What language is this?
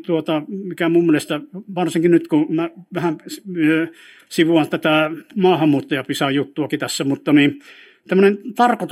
Finnish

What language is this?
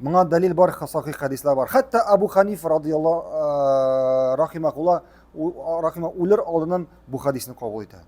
Tatar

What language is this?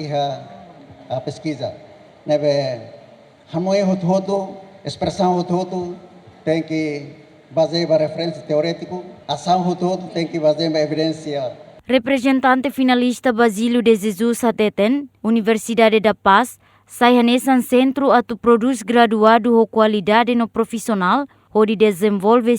Tetum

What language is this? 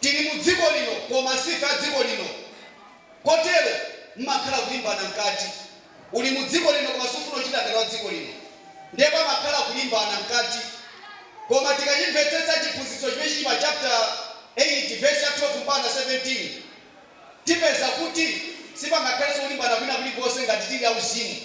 Nyanja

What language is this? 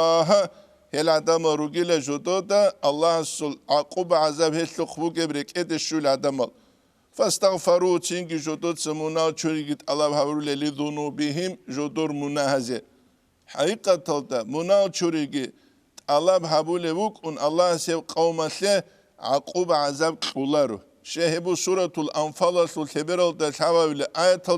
Avaric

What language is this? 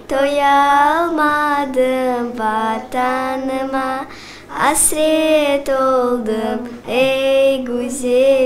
Crimean Tatar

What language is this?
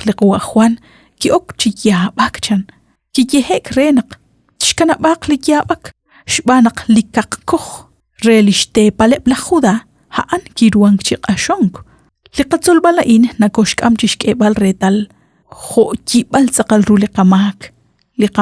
Kekchí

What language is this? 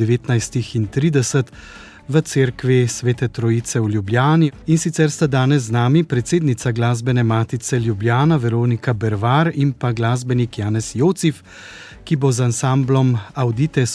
Slovenian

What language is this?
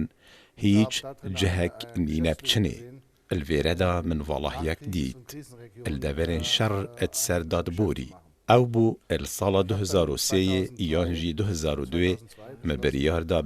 Kurdish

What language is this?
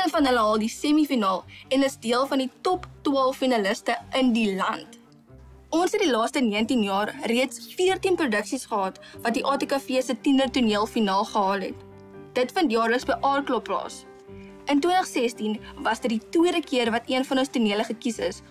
Afrikaans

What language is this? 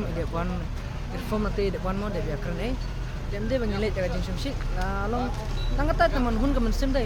Khasi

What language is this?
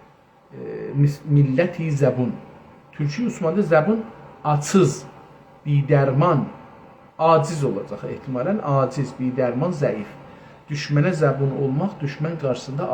South Azerbaijani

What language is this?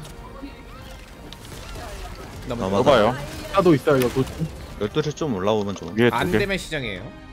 Korean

